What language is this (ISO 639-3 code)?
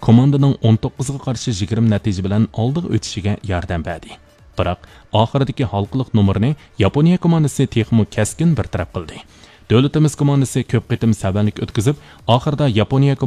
uig